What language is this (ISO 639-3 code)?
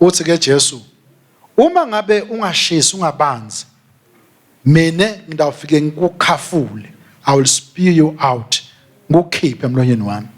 ssw